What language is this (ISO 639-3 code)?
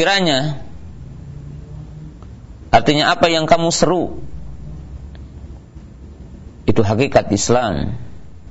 ind